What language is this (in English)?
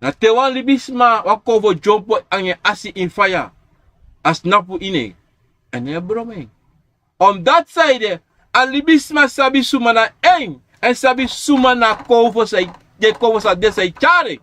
Sranan Tongo